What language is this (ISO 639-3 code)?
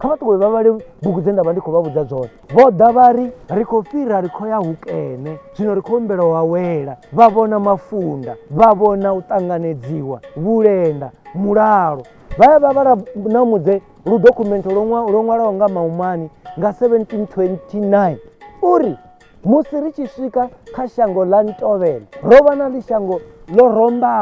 ven